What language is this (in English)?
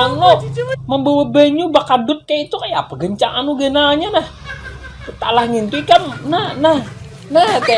Banjar